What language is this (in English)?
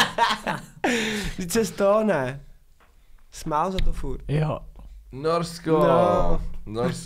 Czech